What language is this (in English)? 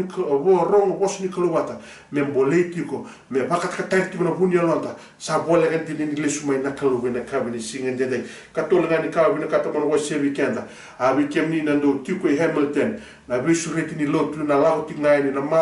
Fijian